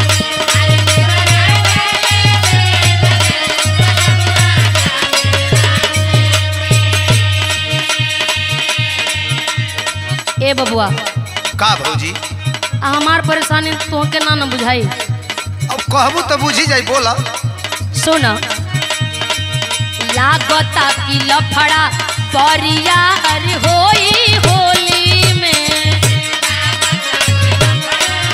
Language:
Bhojpuri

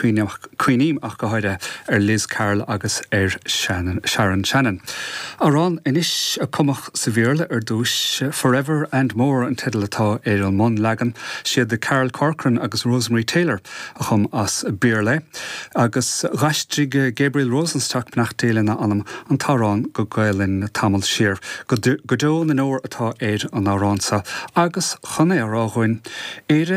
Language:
Irish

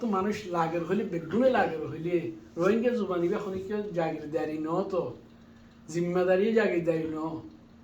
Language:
Rohingya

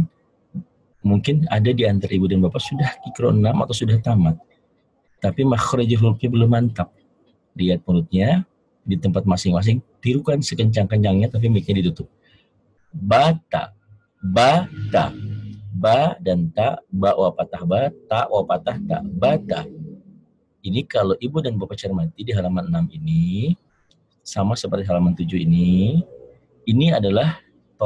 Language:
Indonesian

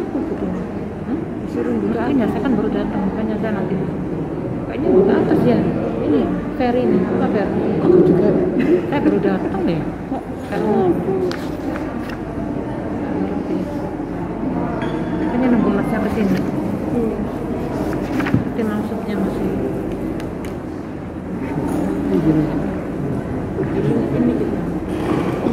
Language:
Indonesian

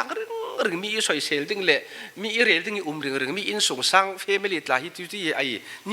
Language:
Falam Chin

